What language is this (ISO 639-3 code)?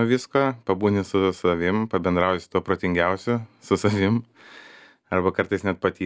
lit